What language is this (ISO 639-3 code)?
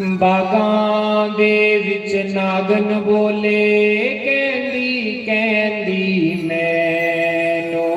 doi